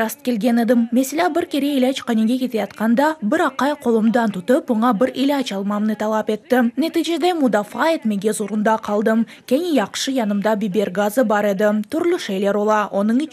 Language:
Crimean Tatar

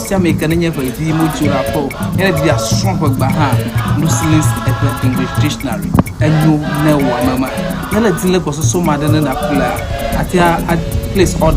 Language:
Ewe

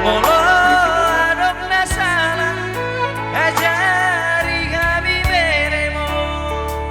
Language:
Batak Toba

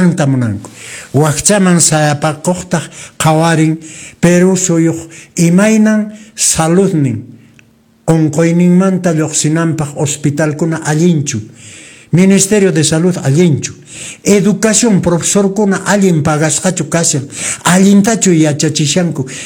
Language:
Quechua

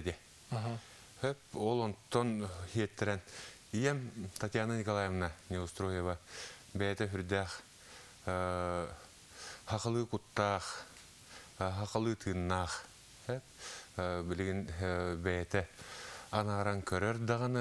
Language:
Yakut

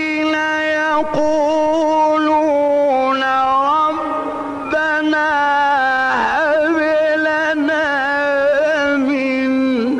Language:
Arabic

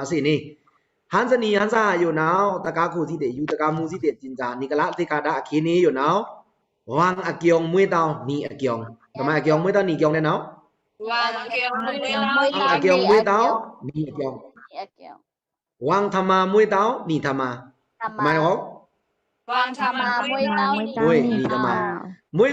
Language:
Pa'o Karen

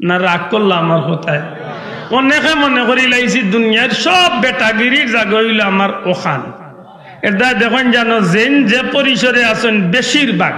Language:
Sylheti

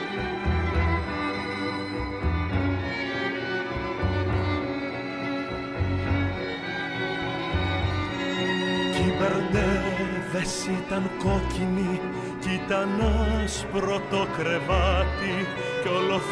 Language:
Greek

